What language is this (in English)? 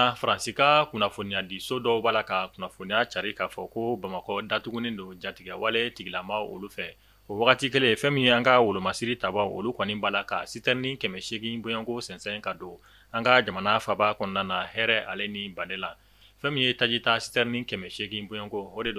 Bambara